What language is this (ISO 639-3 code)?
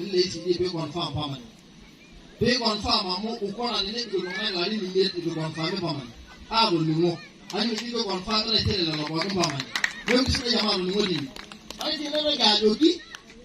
mas